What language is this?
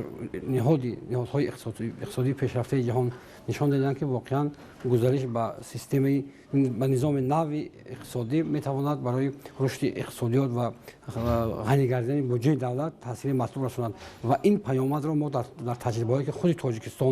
Tajik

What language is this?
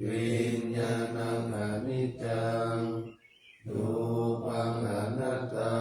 Pali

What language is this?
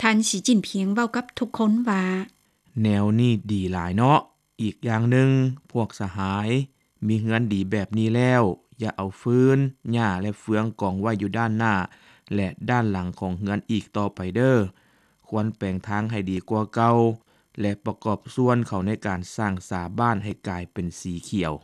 Lao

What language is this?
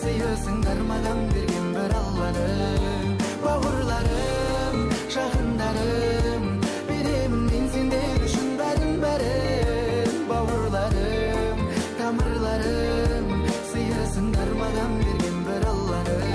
Kara-Kalpak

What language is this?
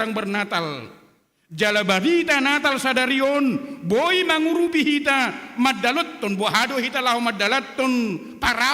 Batak Toba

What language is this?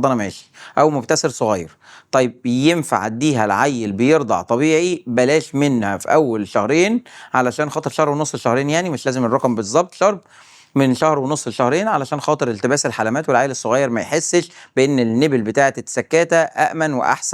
Egyptian Arabic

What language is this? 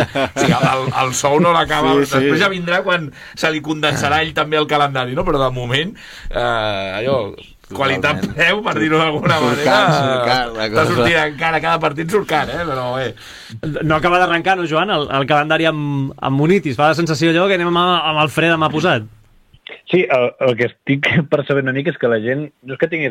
Catalan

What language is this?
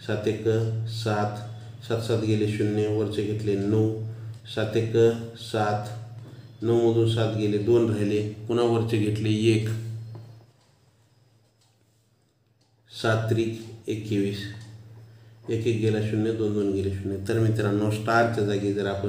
Marathi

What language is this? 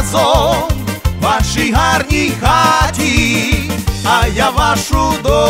Ukrainian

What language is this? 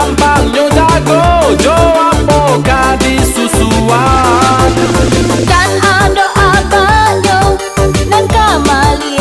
Minangkabau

